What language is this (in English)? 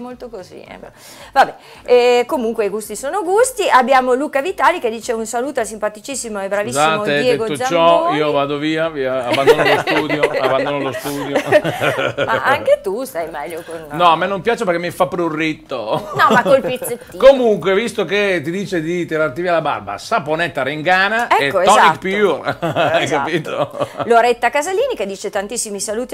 Italian